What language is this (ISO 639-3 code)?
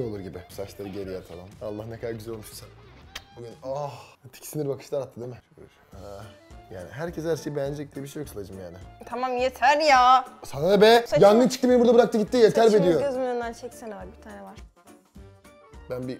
tur